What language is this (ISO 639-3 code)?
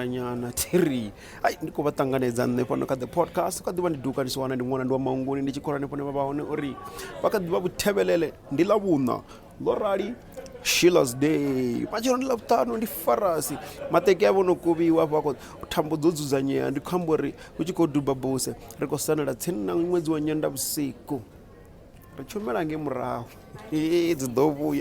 ven